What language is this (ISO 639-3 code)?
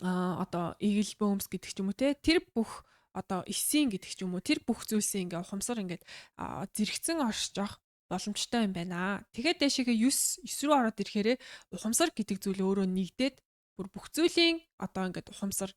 mon